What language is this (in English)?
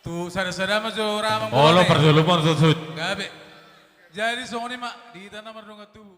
Batak Toba